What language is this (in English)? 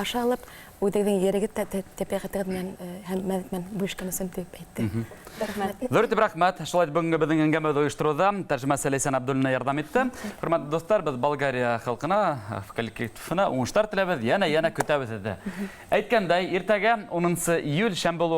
Bashkir